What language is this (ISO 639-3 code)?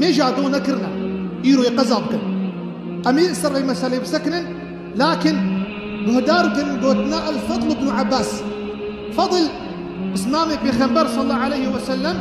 kur